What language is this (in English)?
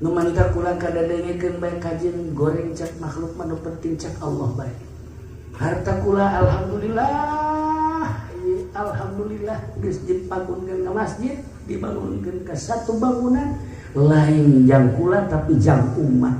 Sundanese